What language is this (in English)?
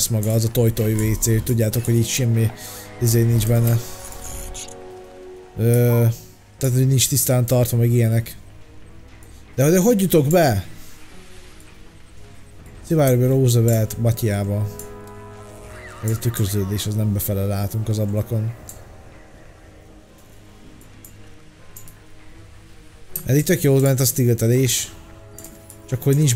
Hungarian